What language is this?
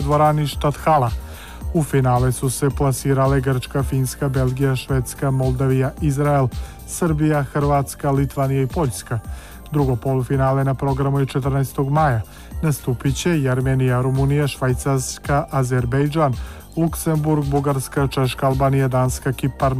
Serbian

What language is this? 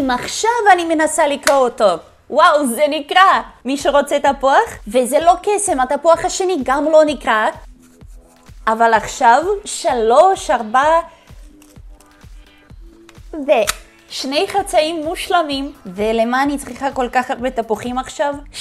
Hebrew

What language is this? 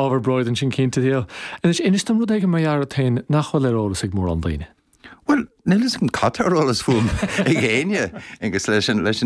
Irish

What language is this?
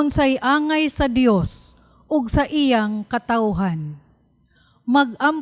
Cebuano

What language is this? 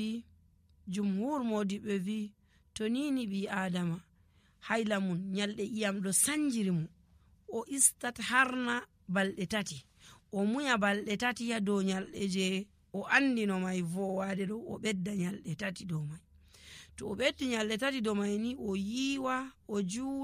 Nigerian Fulfulde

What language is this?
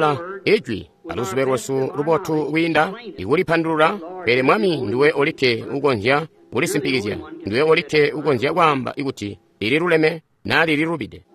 Tonga (Zambia)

